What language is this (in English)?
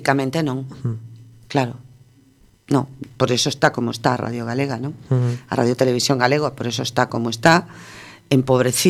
Galician